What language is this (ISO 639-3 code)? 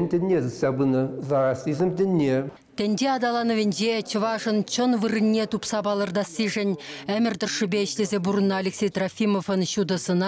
chv